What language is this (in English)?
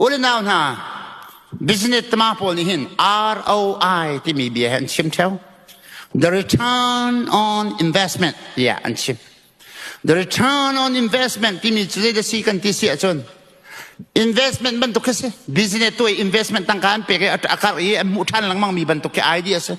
Hakha Chin